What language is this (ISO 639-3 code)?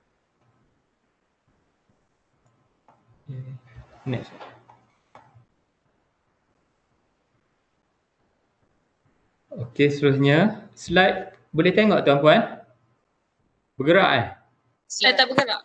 msa